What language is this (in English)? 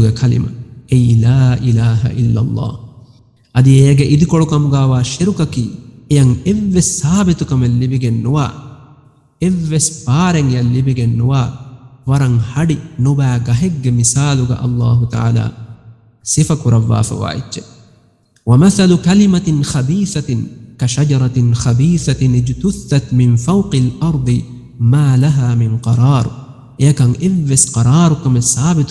Divehi